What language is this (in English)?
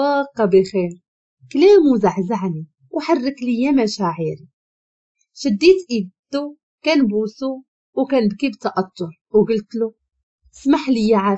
Moroccan Arabic